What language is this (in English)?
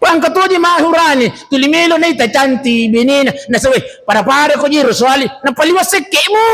Buginese